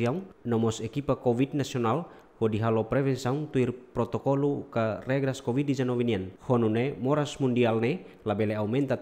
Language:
Tetum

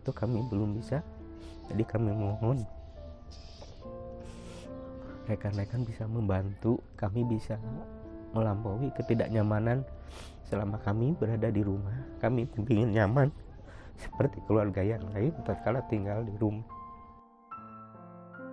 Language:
Indonesian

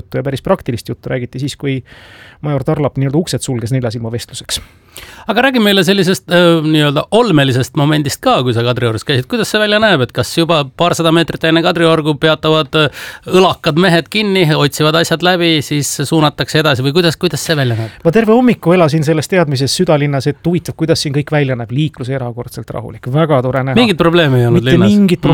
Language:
Estonian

